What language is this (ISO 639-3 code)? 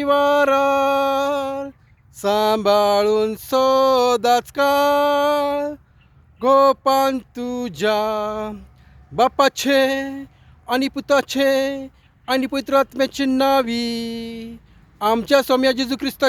kok